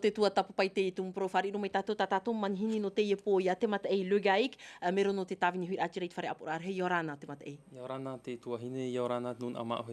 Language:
Tahitian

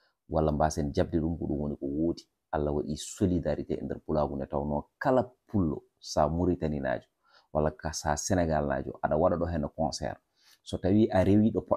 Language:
Fula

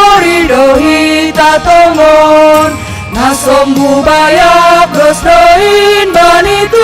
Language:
Batak Simalungun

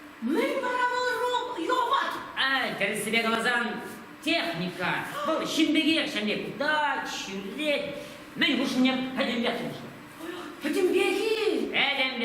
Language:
Chuvash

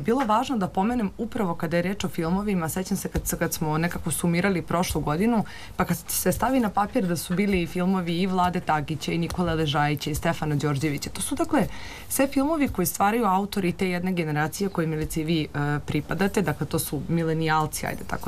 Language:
Serbian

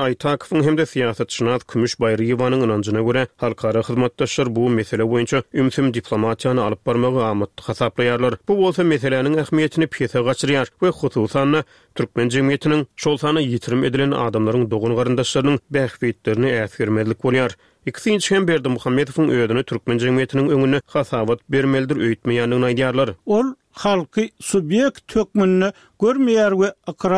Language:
Turkmen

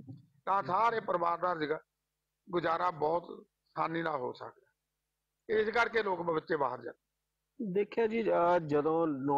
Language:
Punjabi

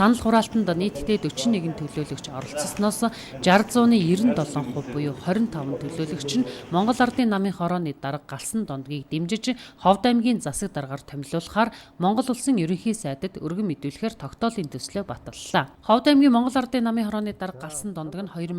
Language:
Mongolian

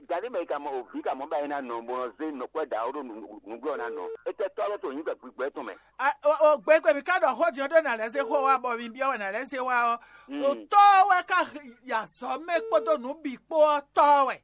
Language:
Fon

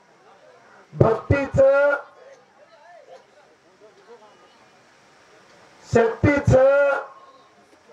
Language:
Marathi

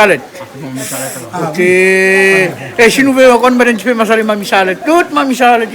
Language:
Réunion Creole French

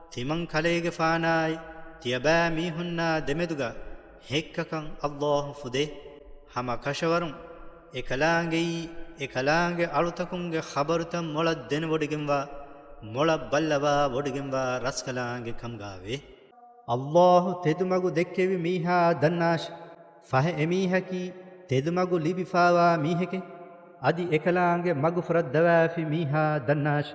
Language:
Divehi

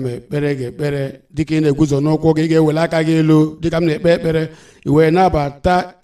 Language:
Igbo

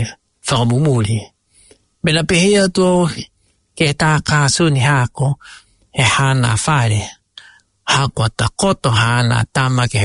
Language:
Tongan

